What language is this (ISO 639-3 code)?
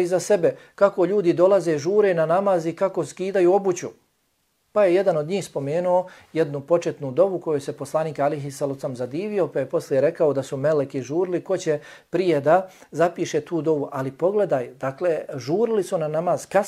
bos